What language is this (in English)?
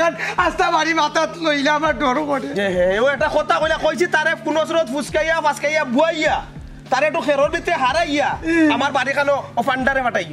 Sylheti